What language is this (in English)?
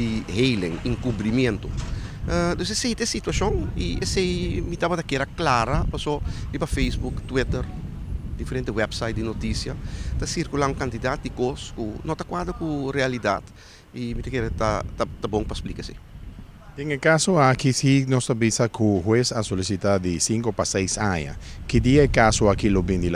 Papiamento